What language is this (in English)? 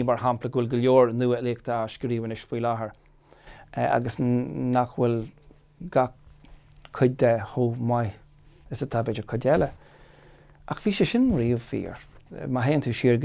Irish